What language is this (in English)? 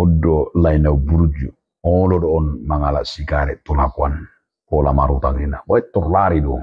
Batak Toba